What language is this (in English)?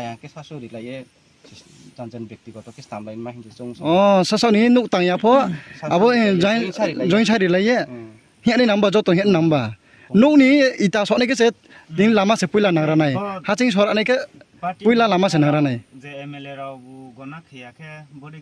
Riang (India)